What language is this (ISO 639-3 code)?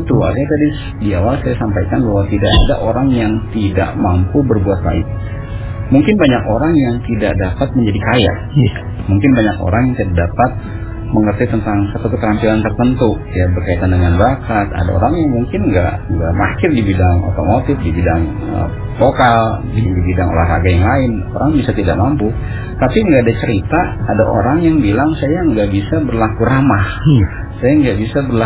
ind